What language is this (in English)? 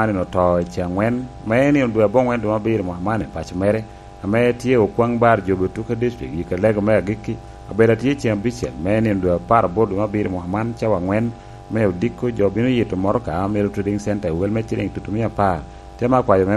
Lango (Uganda)